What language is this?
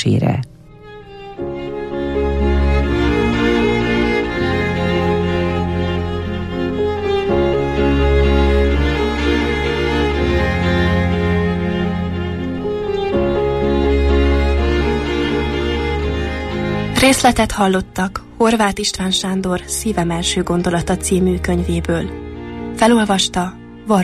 Hungarian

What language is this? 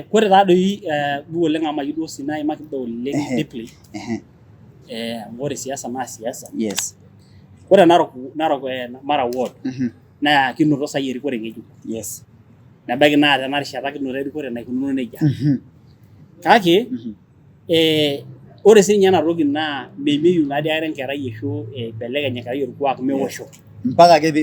Masai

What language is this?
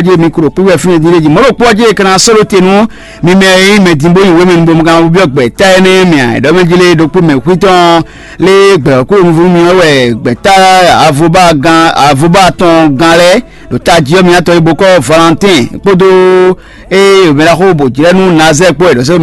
Fon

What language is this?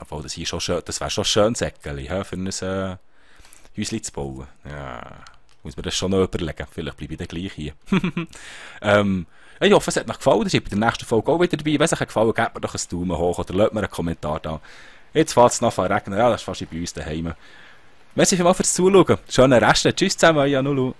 Swiss German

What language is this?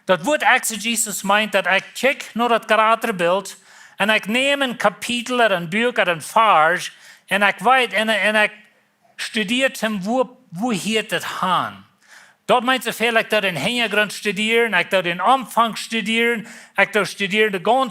Plautdietsch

